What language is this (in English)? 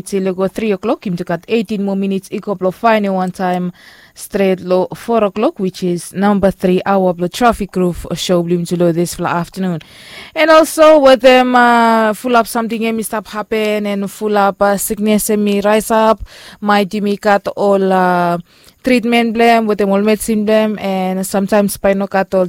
Bislama